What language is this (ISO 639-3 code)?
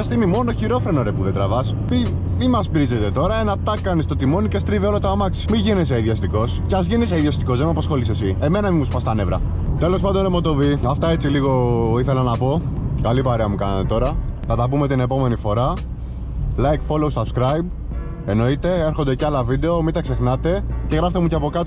ell